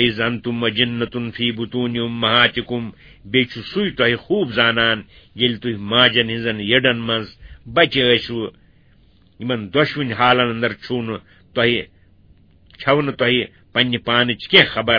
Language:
Kashmiri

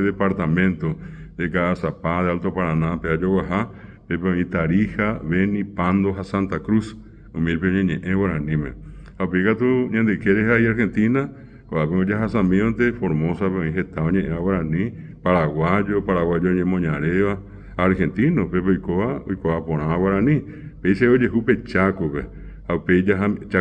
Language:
Guarani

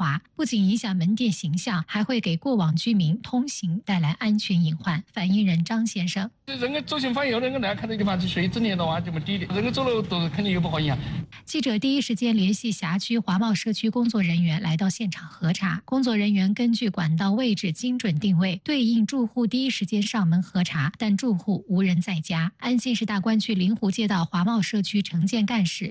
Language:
Chinese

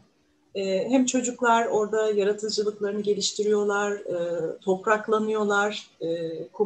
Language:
Turkish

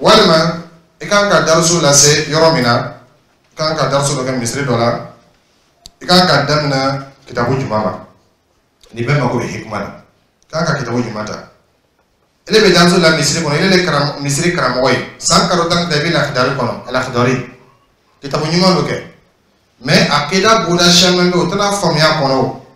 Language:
Dyula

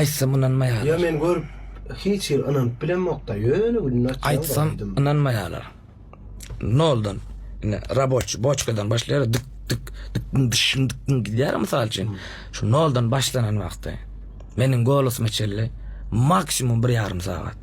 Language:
Turkmen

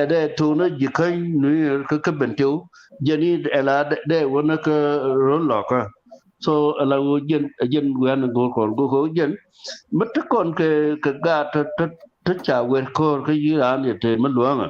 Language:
Nuer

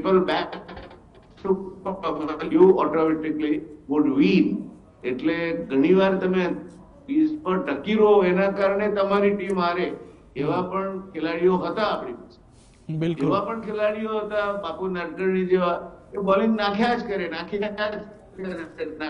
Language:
Gujarati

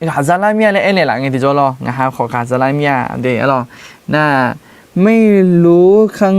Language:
Akha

